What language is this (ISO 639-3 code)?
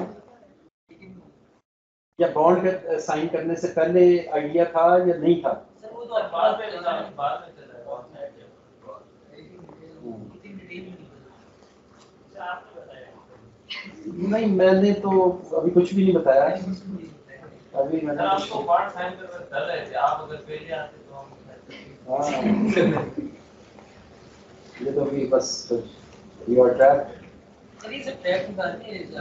hin